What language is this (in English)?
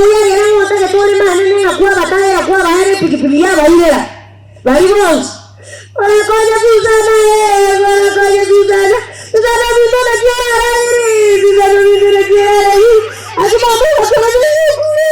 Gusii